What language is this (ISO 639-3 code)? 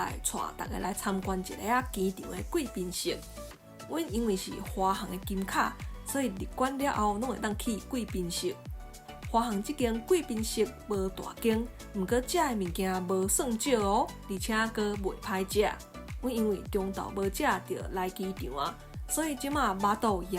nan